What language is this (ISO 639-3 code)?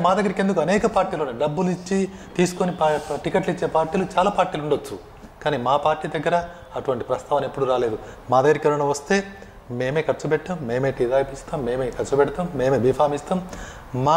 tel